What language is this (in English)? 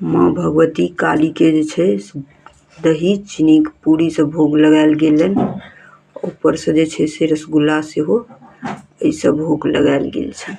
Maithili